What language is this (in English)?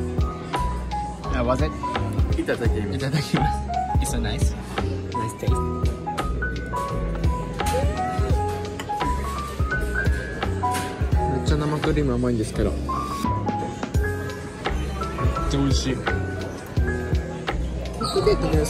Japanese